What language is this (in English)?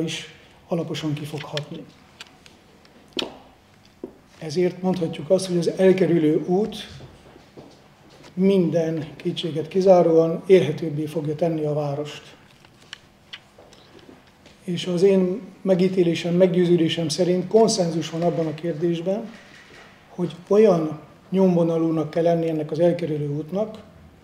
Hungarian